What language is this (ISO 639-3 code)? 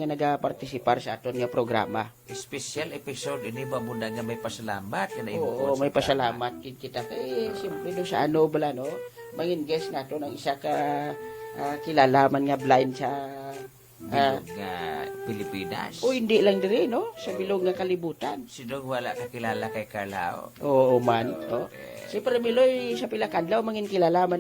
hil